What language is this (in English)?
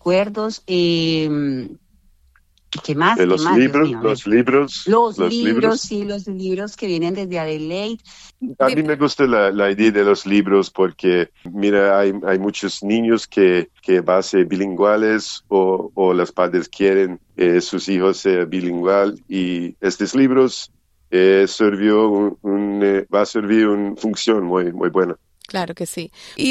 Spanish